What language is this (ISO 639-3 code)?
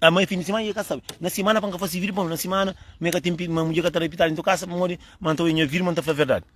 kea